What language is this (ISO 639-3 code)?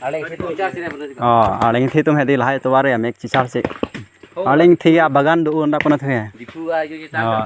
mjw